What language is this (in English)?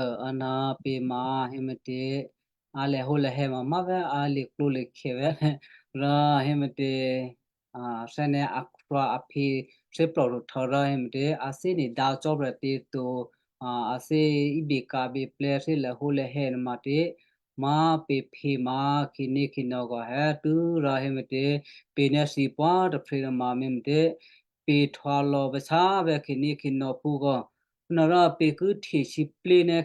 Western Kayah